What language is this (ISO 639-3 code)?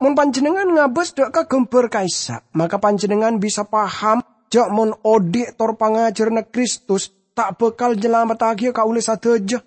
mad